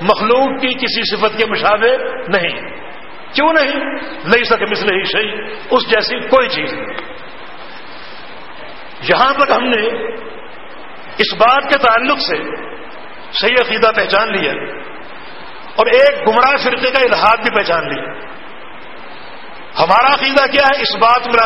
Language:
Urdu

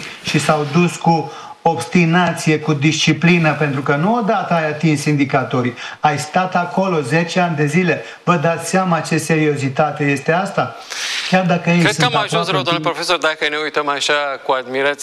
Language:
Romanian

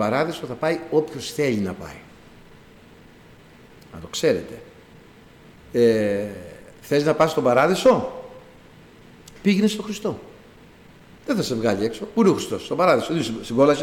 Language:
Greek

